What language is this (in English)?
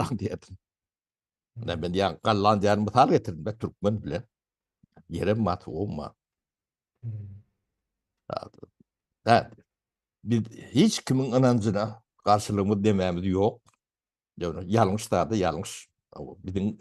Turkmen